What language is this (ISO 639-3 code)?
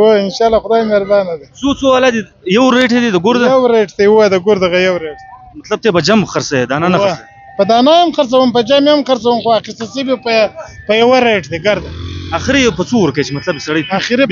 pus